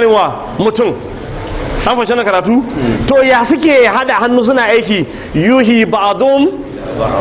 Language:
Hausa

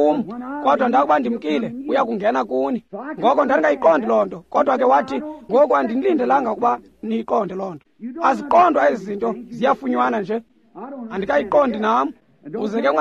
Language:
Xhosa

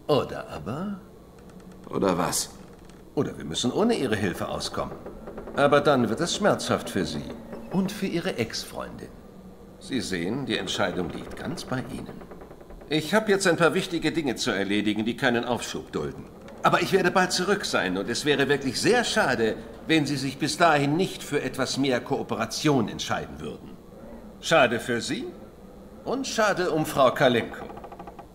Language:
German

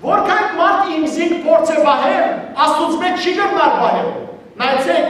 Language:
Western Armenian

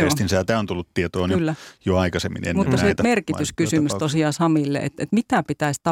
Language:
Finnish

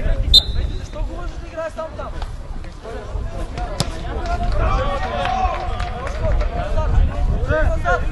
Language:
Bulgarian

